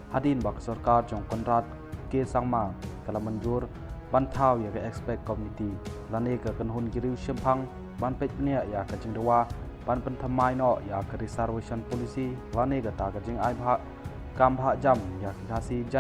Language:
Khasi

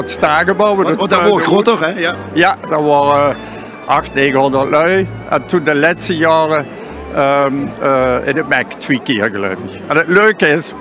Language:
Limburgish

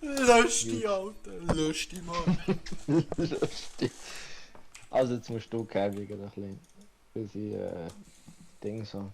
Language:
Swiss German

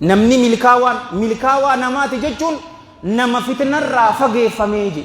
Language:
Oromo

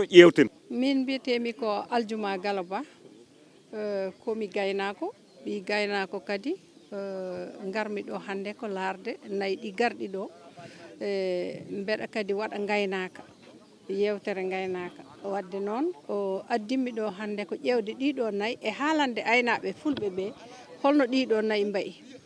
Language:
Fula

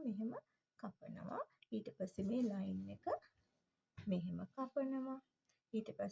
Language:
Sinhala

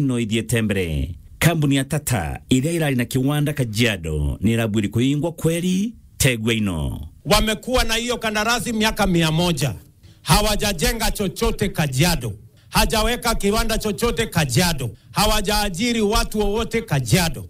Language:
Meru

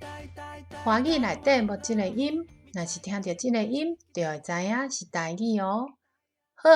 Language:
Min Nan Chinese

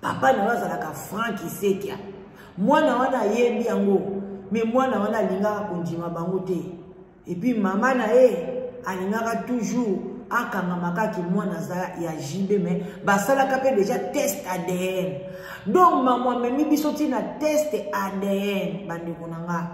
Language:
Lingala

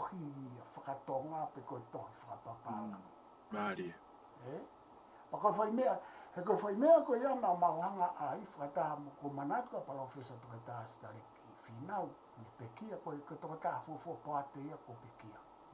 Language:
Tongan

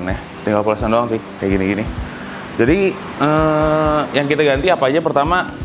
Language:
Indonesian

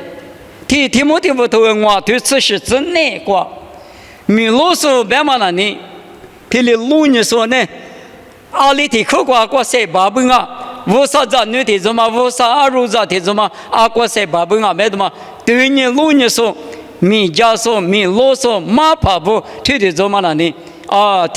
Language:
Lisu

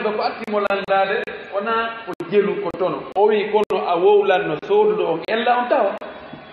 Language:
Fula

